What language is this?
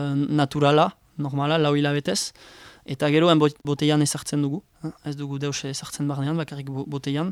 Basque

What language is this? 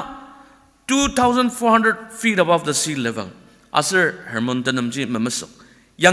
Ao Naga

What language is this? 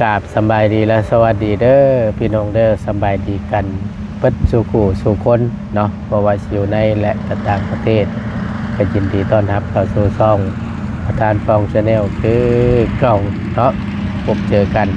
Northeastern Thai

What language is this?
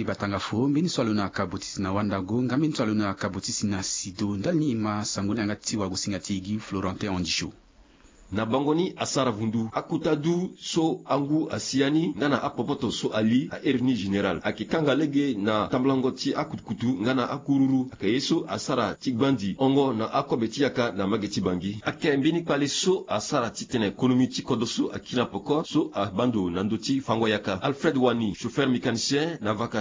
Sango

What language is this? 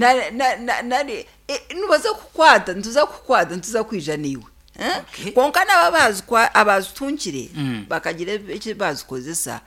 Nyankole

